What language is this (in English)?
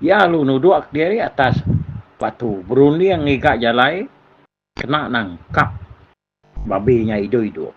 Iban